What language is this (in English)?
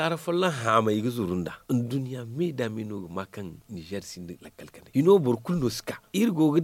Zarma